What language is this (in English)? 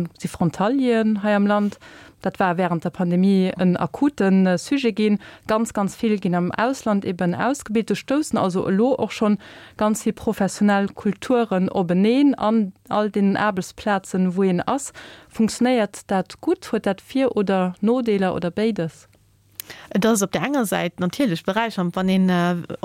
Luxembourgish